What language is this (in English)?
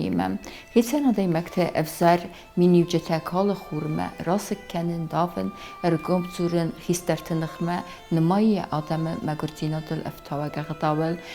Ossetic